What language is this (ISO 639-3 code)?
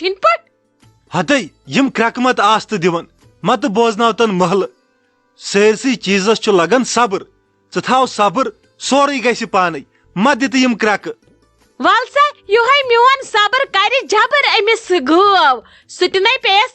kas